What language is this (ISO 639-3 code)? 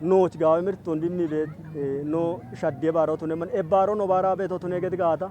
kbr